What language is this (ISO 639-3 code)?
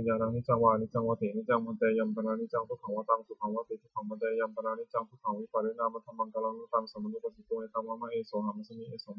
pli